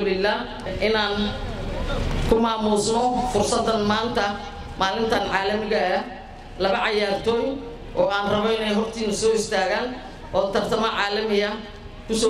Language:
Somali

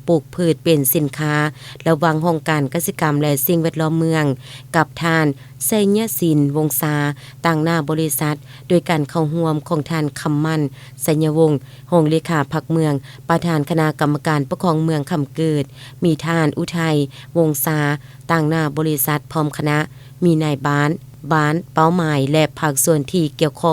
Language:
Lao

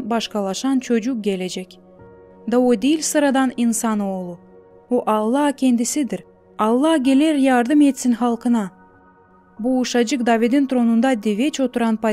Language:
Gagauz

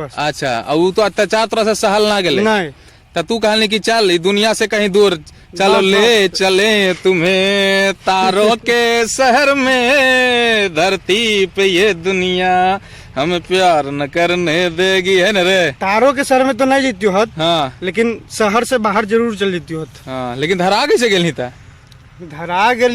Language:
Magahi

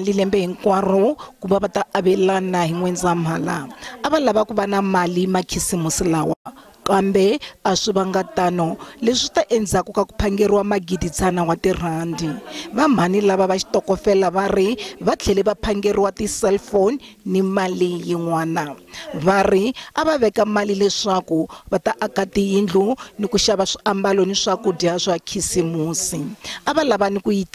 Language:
Tsonga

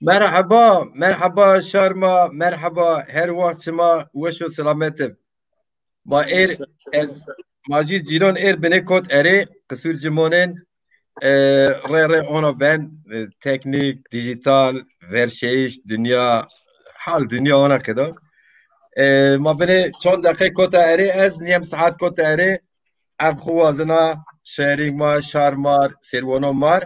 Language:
Zaza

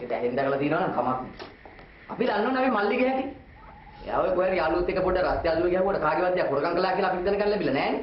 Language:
Sinhala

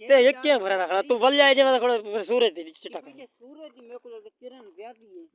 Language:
Saraiki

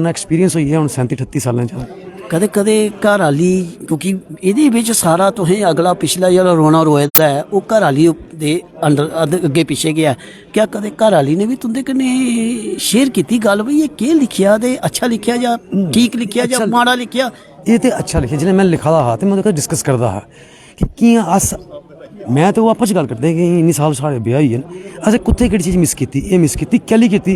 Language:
Dogri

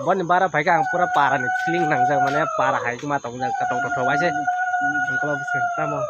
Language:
Kok Borok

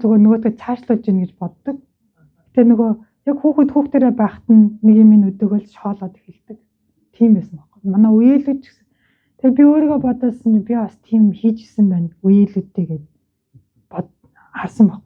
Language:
Mongolian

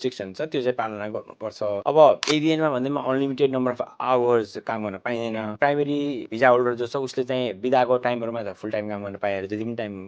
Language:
Nepali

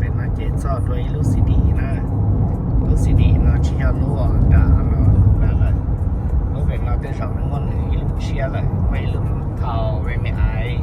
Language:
Hmong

